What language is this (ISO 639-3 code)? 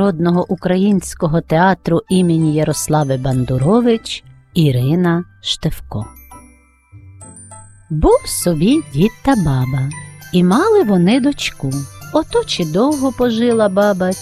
ukr